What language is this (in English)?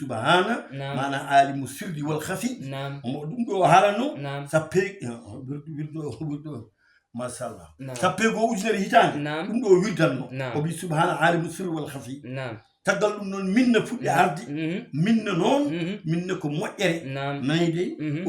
Fula